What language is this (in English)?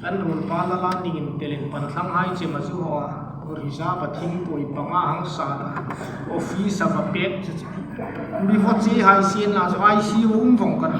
Hmar